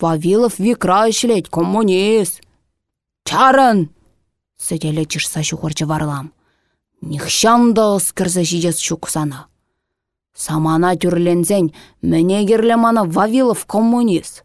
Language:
Chuvash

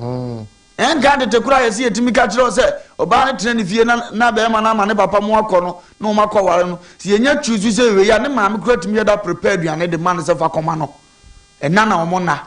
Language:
Akan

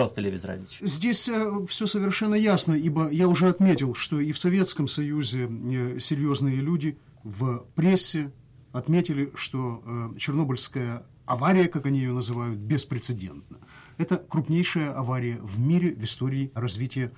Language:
Russian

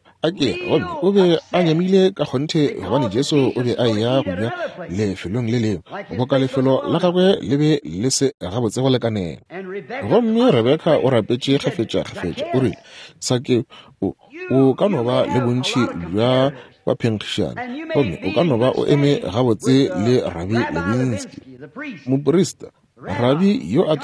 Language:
Northern Sotho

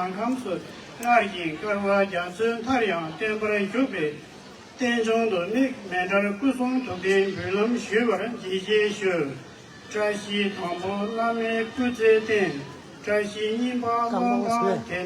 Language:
Tibetan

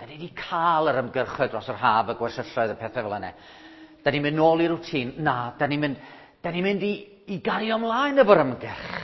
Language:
Welsh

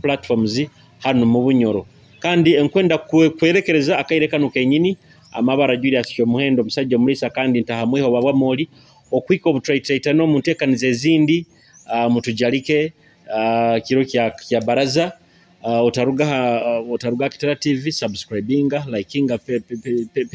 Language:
Nyoro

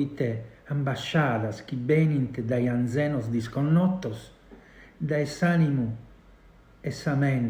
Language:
Sardinian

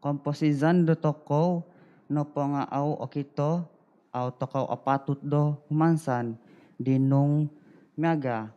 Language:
Central Dusun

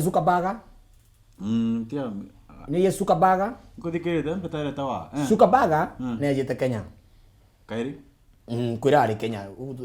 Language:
Meru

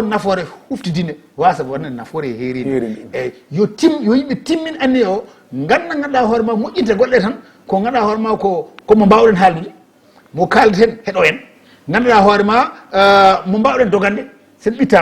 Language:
Fula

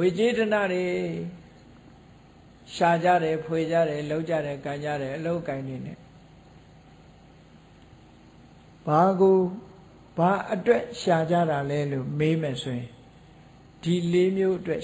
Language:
Burmese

